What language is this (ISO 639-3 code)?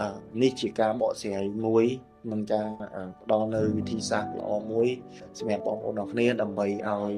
khm